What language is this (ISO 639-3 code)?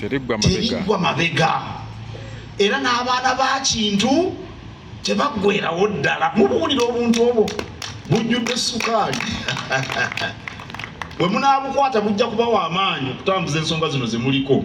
lug